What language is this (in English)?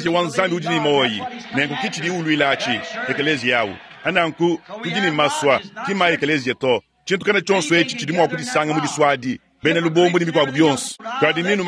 Luba-Lulua